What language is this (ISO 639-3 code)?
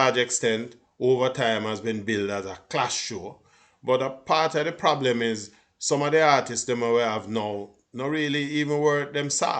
jam